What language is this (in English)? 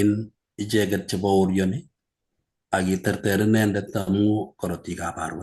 Kalenjin